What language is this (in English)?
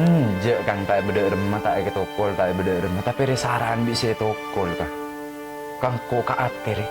Madurese